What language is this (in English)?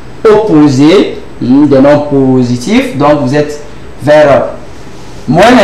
French